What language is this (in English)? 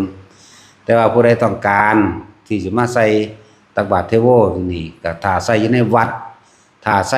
Northeastern Thai